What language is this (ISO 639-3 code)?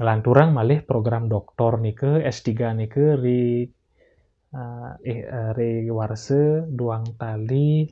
ban